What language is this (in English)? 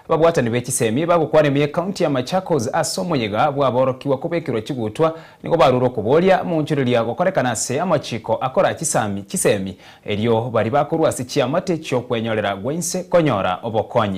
Gusii